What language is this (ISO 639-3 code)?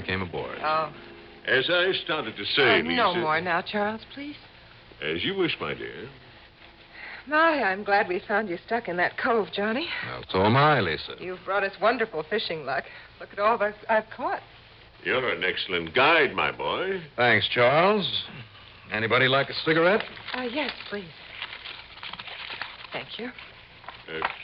eng